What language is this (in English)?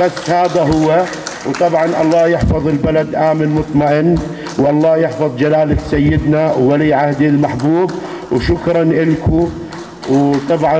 North Levantine Arabic